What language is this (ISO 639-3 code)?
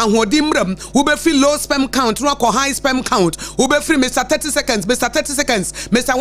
aka